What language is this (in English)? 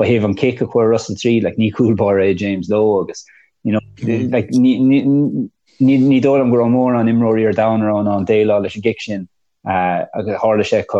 Irish